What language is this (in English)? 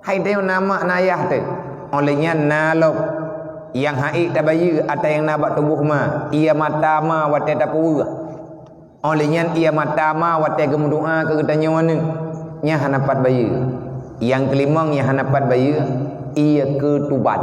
Achinese